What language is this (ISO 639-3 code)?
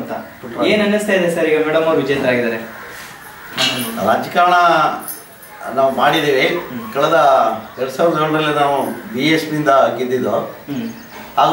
kan